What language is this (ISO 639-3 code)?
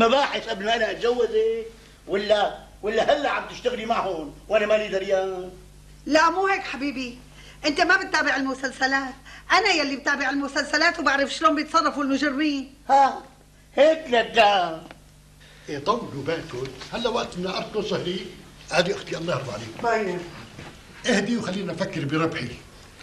apc